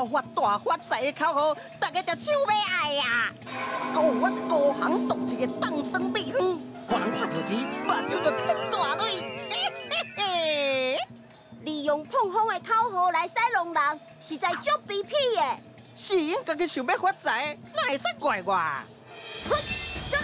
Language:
Min Nan Chinese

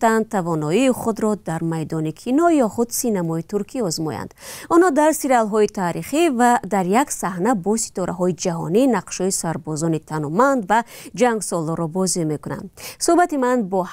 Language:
Tajik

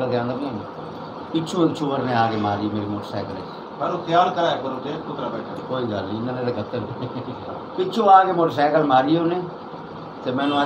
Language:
Saraiki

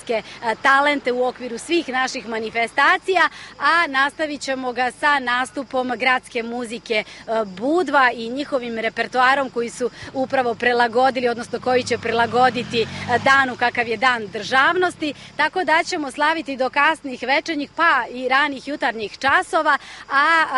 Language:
Serbian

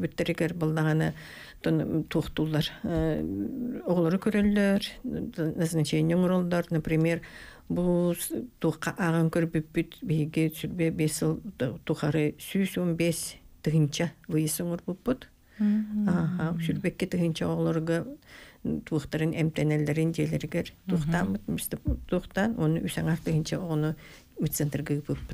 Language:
Yakut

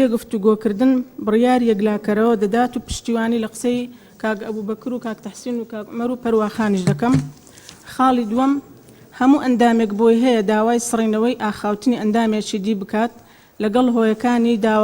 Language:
Central Kurdish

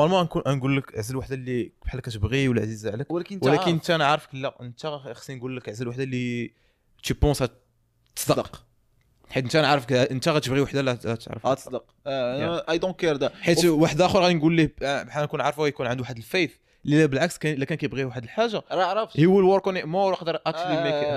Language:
Moroccan Arabic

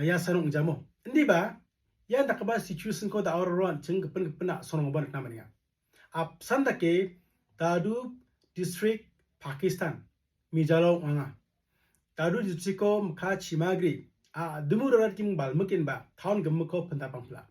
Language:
Garo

